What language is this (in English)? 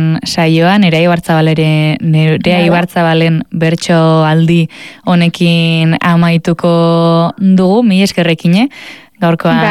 Basque